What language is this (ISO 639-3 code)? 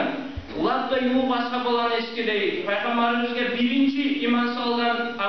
kum